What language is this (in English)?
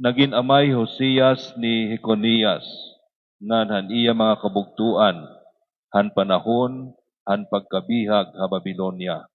Waray